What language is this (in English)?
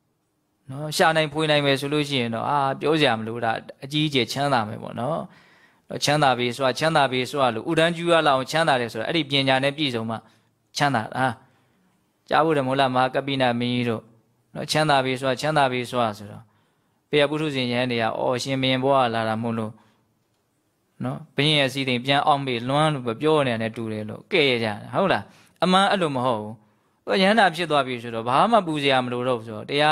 Burmese